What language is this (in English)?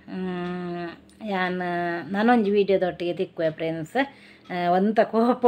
Tulu